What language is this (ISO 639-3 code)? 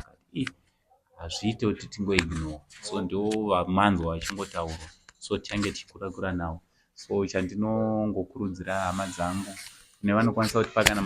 sna